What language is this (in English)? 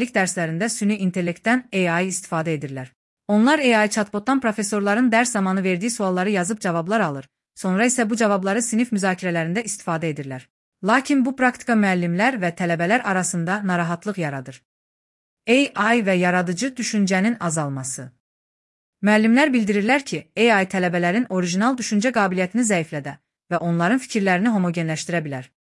Azerbaijani